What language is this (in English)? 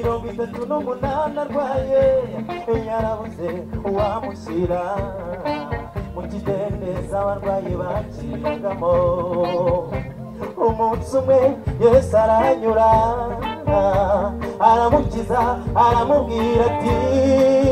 Kinyarwanda